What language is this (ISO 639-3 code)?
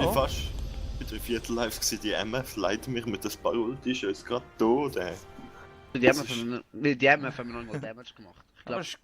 gsw